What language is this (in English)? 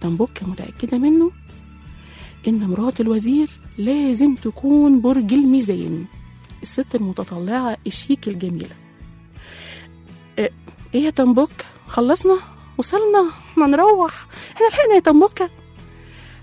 Egyptian Arabic